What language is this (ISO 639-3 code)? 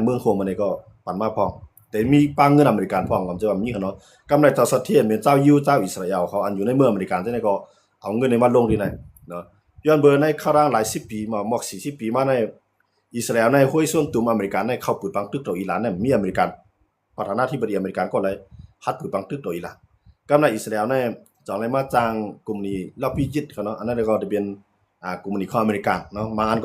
shn